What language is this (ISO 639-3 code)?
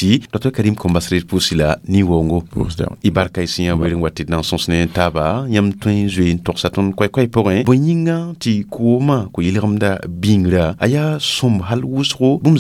mos